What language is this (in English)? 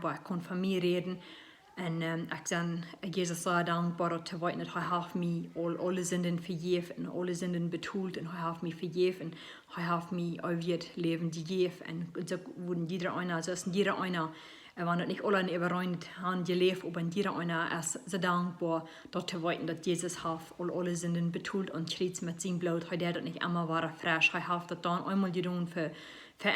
Plautdietsch